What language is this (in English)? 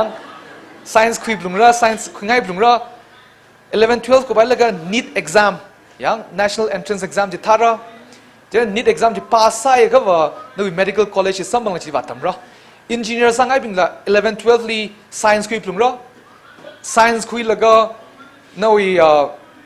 Tangkhul Naga (India)